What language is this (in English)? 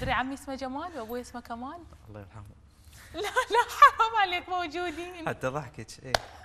Mesopotamian Arabic